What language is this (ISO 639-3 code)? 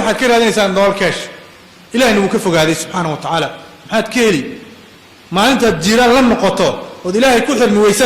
som